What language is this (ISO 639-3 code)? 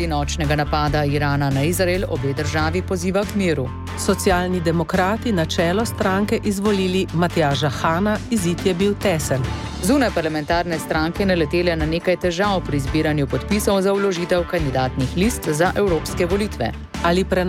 slv